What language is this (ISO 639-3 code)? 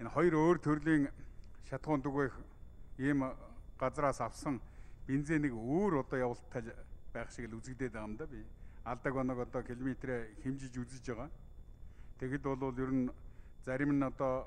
mon